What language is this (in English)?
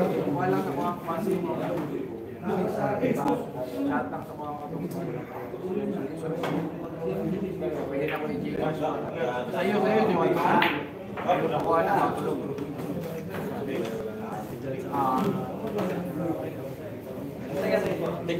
Filipino